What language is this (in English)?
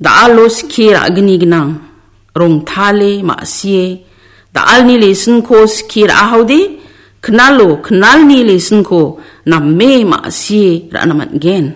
Garo